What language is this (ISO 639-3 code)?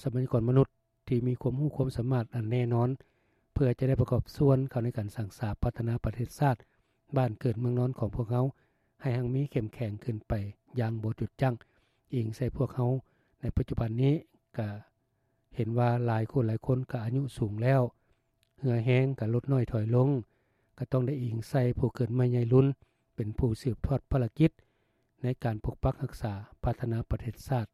lao